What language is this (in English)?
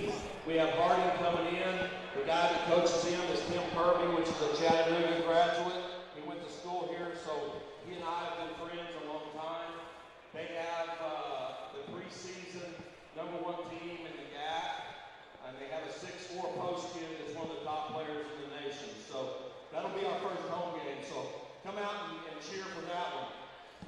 English